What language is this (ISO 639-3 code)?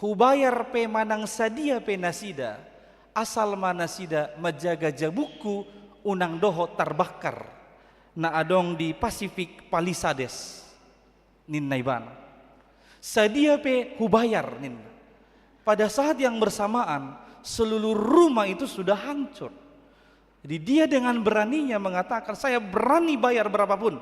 bbc